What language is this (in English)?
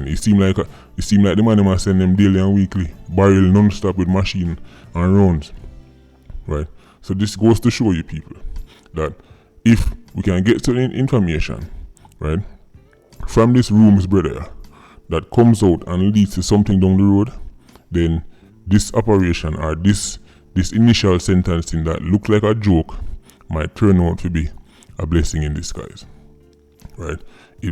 Jamaican Creole English